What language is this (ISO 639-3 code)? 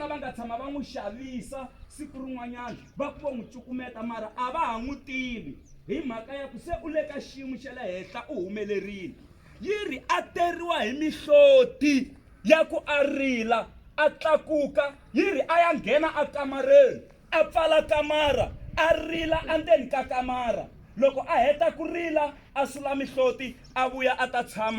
tso